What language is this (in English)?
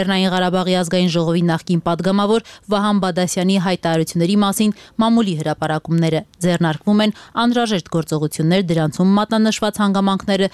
Armenian